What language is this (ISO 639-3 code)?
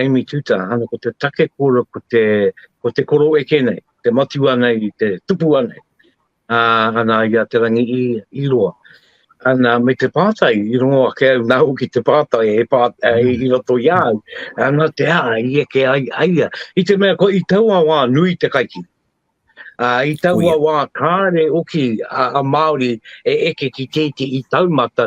mri